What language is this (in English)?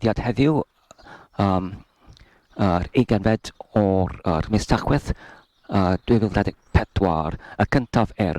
Welsh